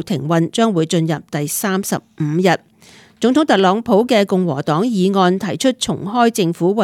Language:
Cantonese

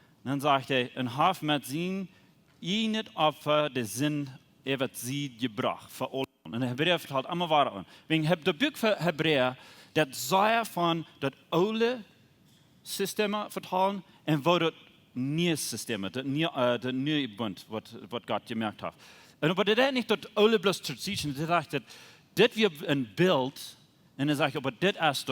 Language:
Plautdietsch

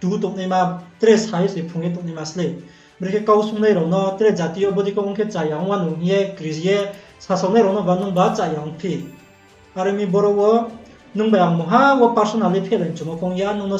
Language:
Riang (India)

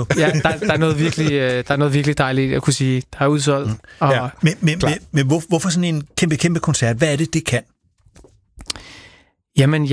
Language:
Danish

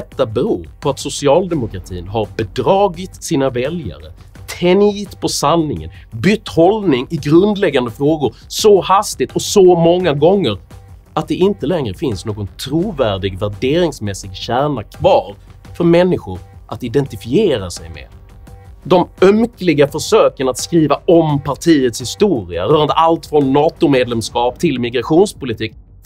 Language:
Swedish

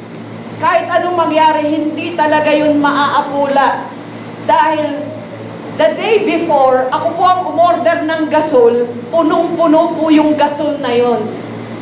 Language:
Filipino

